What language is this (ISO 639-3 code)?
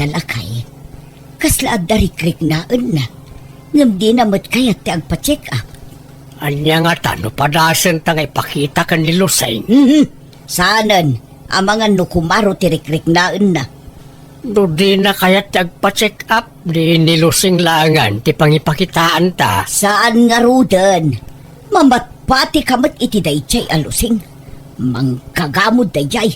ilo